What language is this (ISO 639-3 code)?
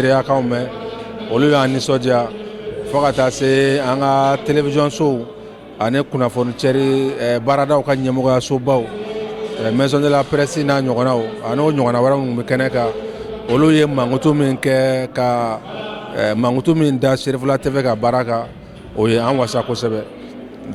bam